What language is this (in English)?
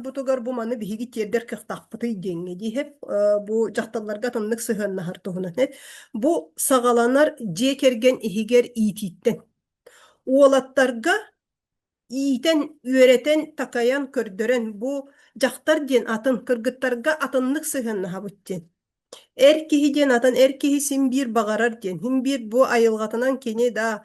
Yakut